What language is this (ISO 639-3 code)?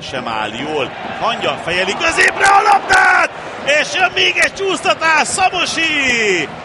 hun